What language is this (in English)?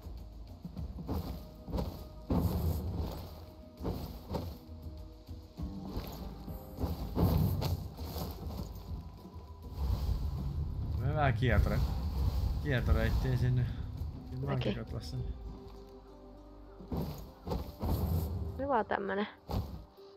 Finnish